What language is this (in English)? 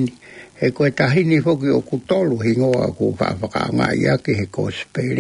Tongan